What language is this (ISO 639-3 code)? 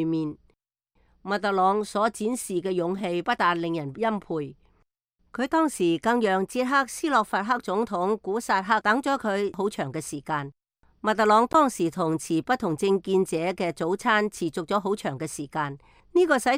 yue